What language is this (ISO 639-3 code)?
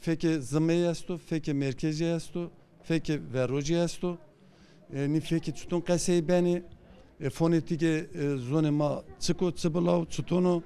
zza